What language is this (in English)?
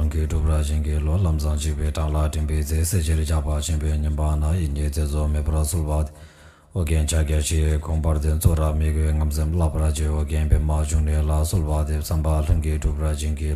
Tibetan